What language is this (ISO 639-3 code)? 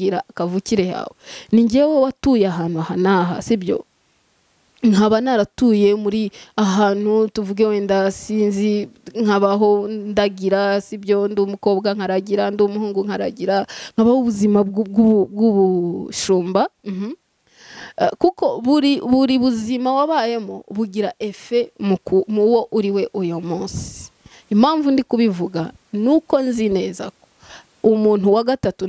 kin